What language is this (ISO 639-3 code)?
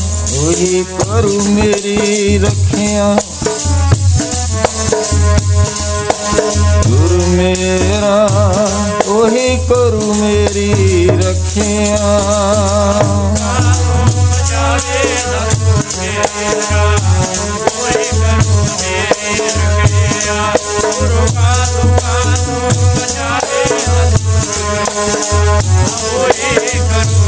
pan